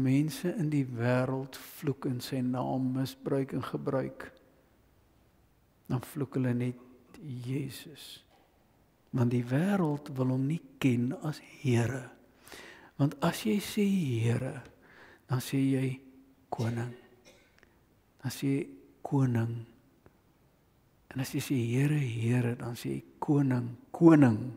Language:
Afrikaans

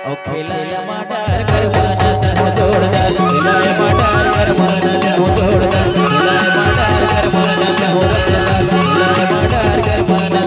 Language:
Chhattisgarhi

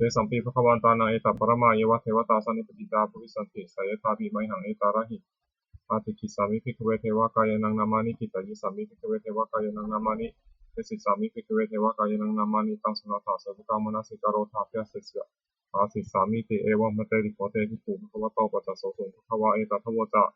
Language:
Pali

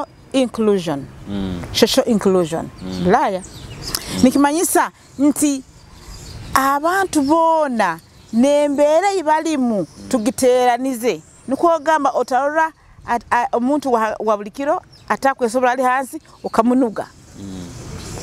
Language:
Nyoro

